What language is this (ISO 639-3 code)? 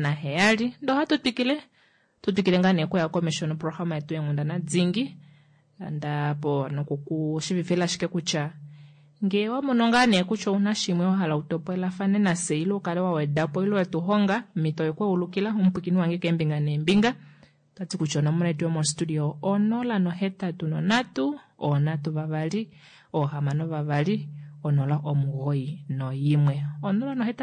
kua